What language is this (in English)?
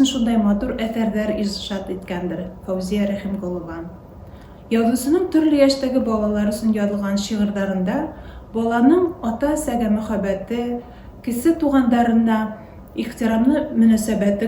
Bashkir